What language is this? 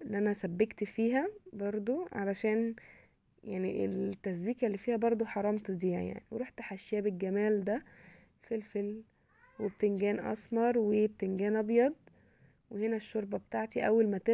Egyptian Arabic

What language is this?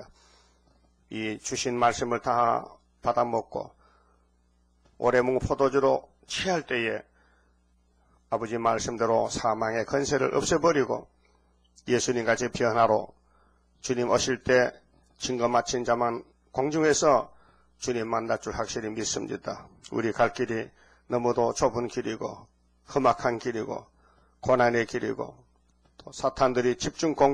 Korean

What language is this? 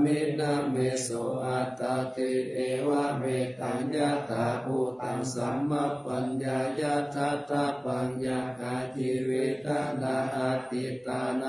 Pali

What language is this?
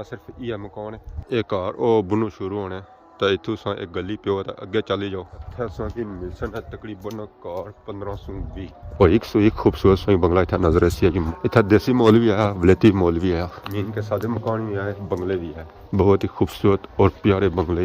Pahari-Potwari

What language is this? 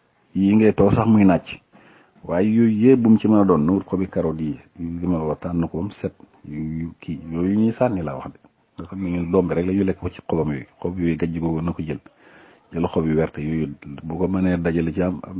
Wolof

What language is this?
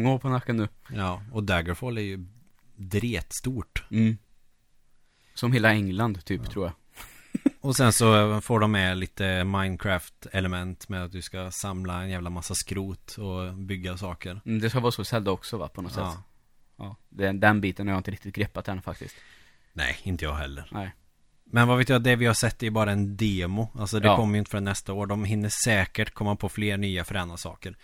Swedish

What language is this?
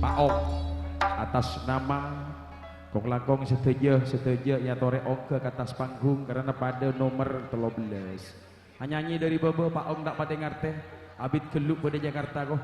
Madurese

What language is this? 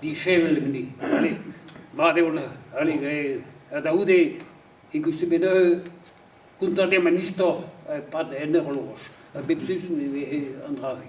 Breton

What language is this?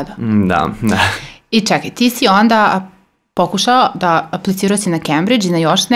Serbian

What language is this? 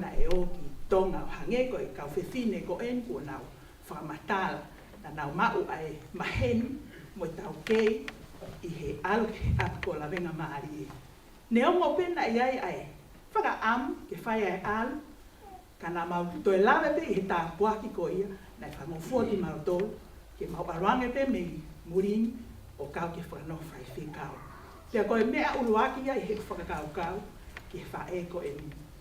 Tongan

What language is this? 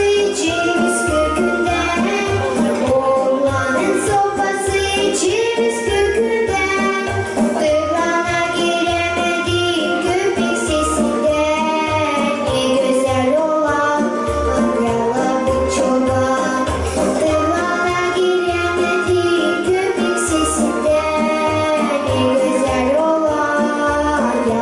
Gagauz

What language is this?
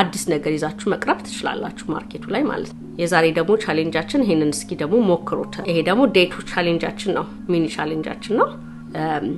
Amharic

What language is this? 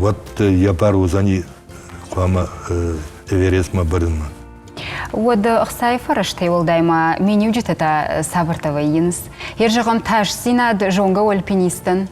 Ossetic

